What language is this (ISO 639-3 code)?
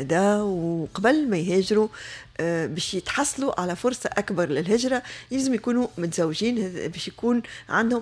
aeb